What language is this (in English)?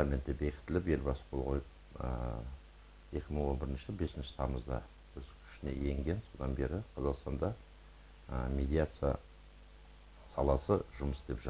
Kazakh